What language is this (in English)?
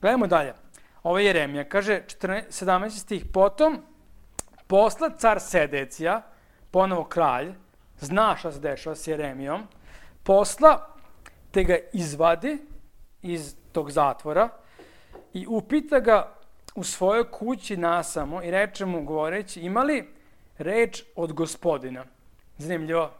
Serbian